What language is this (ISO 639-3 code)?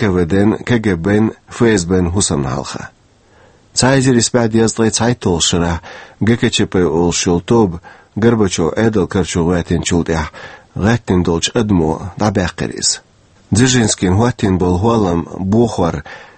che